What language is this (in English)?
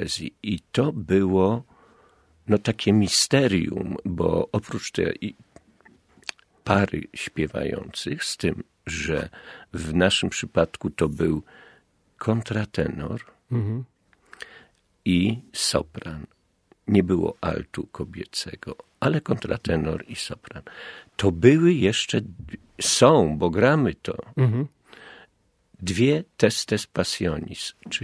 Polish